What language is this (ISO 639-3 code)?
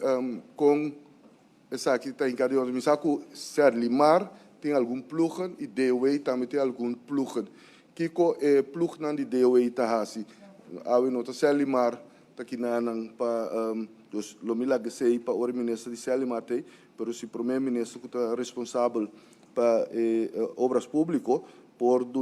pap